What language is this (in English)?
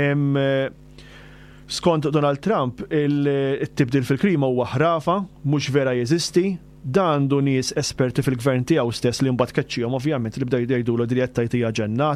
Maltese